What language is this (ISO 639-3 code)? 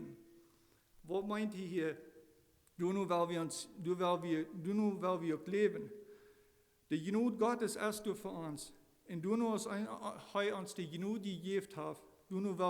pdt